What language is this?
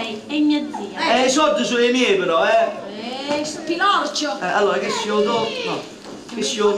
Neapolitan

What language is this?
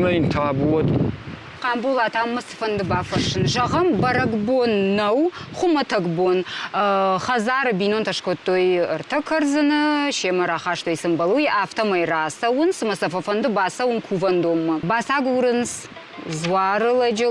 Ossetic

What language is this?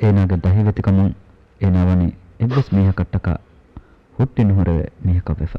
Divehi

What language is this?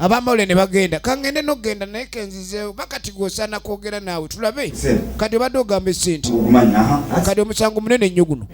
Ganda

